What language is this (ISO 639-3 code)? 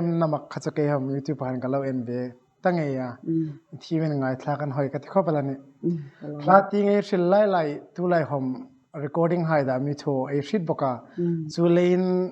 hmr